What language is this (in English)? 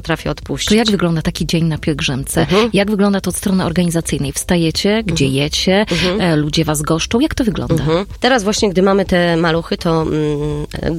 Polish